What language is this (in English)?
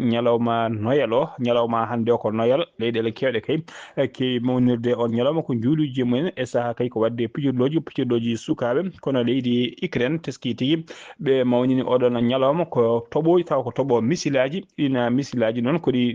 Fula